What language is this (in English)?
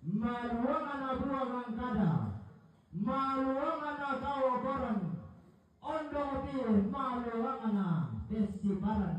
Toraja-Sa'dan